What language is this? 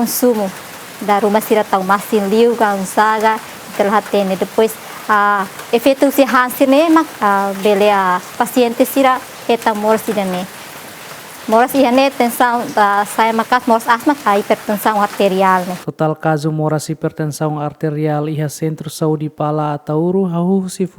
Tetum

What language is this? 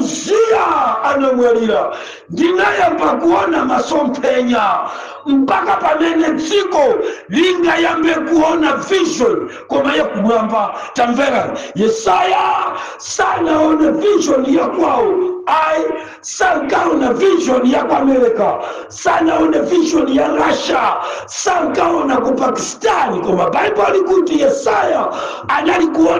Nyanja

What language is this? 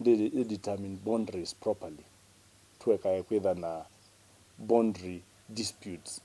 Kamba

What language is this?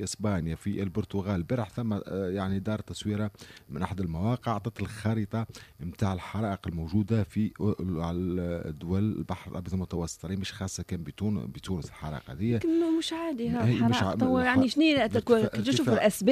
Tunisian Arabic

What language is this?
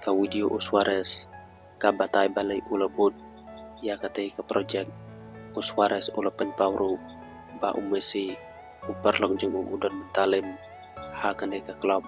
Khasi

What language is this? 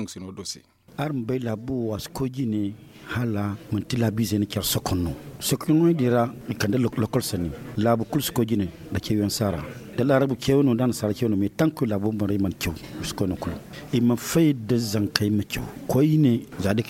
Zarma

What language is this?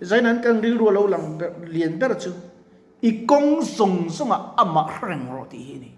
Mizo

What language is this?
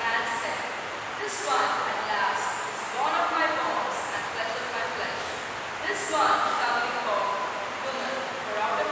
English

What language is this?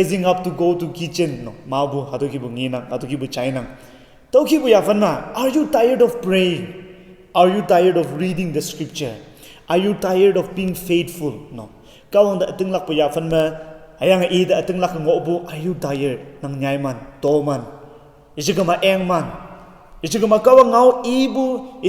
Konyak Naga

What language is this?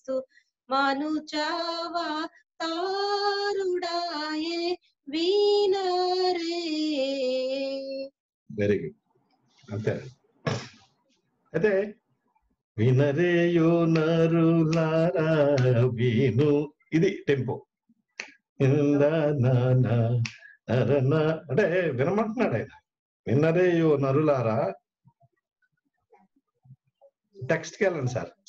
Telugu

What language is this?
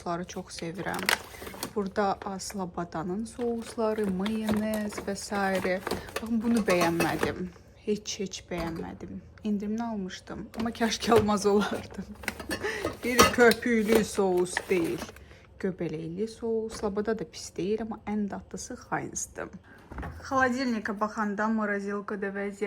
Azerbaijani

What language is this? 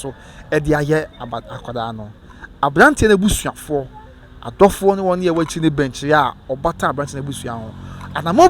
Akan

